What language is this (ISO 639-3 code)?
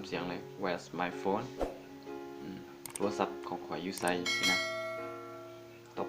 lao